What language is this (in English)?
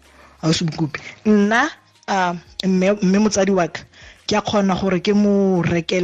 Tswana